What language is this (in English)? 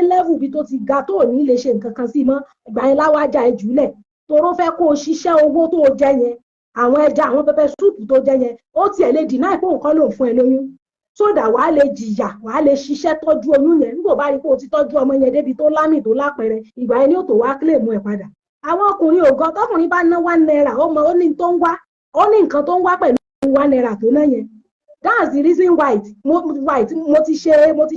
Yoruba